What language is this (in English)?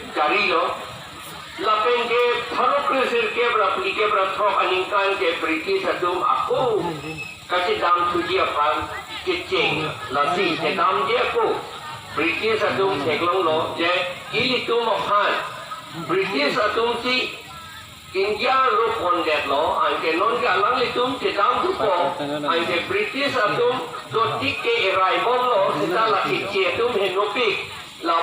Karbi